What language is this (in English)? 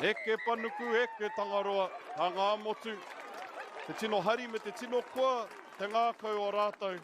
Māori